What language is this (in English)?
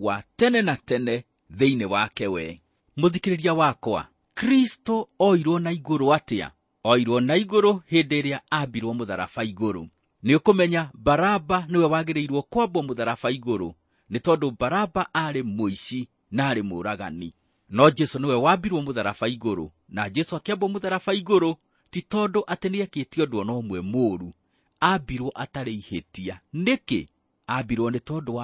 Kikuyu